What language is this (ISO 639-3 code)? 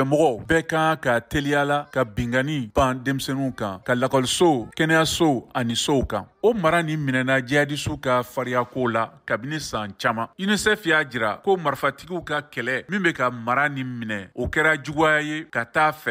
bam